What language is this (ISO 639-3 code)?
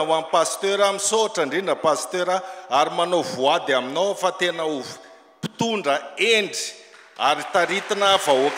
mlg